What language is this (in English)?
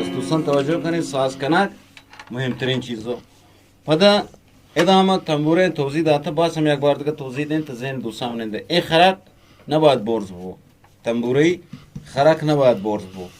Eastern Balochi